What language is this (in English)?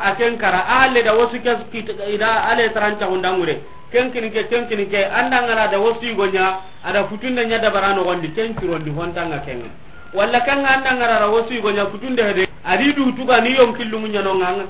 Soninke